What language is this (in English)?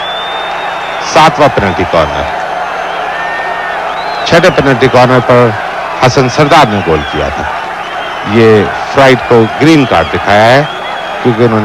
Hindi